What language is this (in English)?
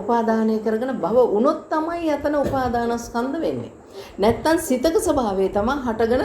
Sinhala